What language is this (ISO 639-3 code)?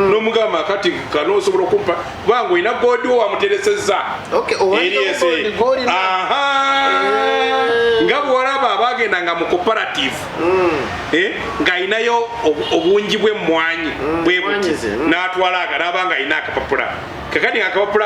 lug